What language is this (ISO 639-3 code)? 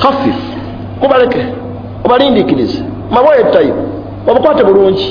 lug